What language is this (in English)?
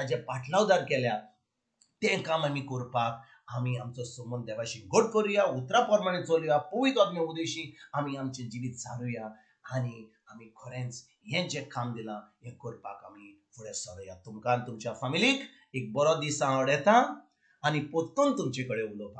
Konkani